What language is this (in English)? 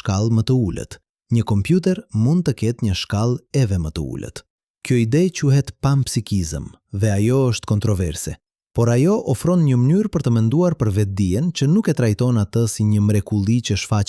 Albanian